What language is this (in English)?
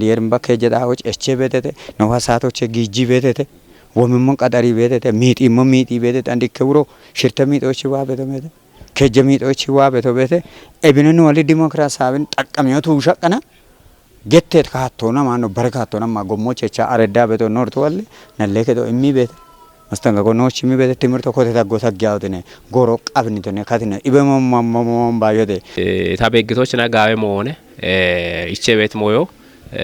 Kafa